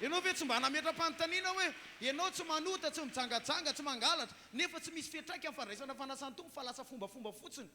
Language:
Malagasy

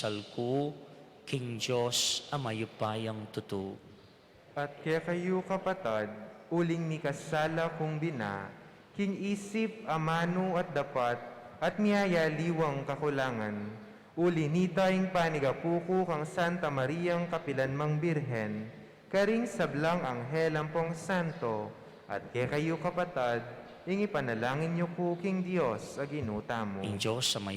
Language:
Pampanga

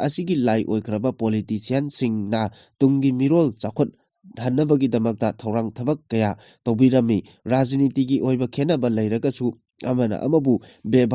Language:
Manipuri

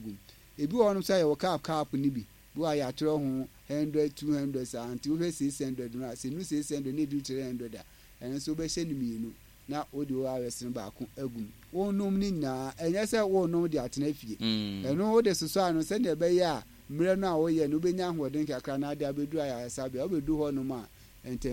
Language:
Akan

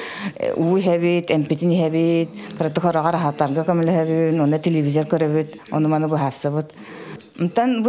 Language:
Yakut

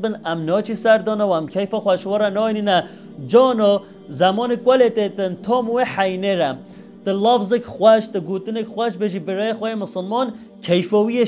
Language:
Kurdish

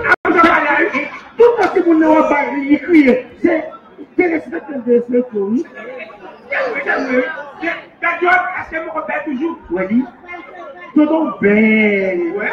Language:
Haitian Creole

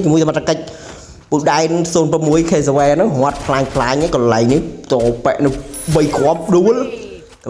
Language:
Khmer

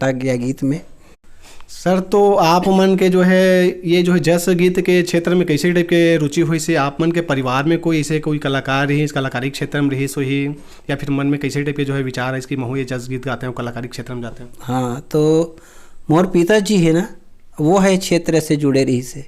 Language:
Chhattisgarhi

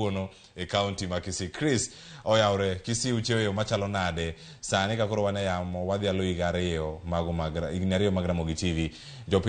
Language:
Luo (Kenya and Tanzania)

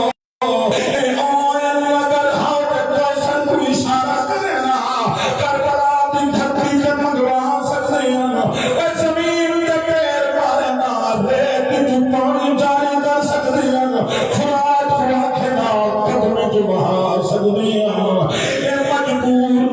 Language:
Saraiki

